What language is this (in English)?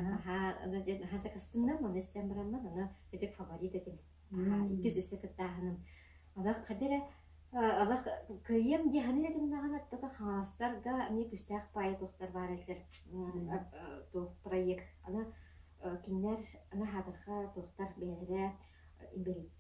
Yakut